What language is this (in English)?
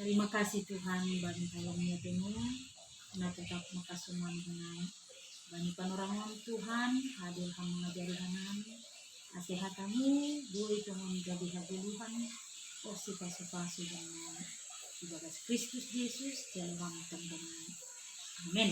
Batak Simalungun